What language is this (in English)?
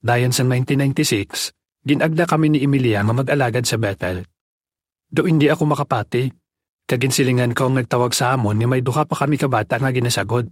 Hiligaynon